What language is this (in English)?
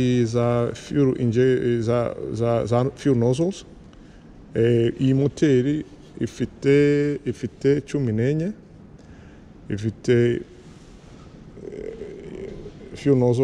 Kinyarwanda